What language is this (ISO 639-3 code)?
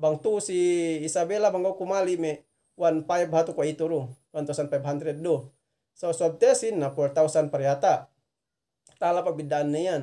yka